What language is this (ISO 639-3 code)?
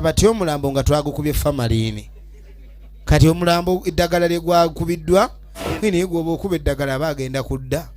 lug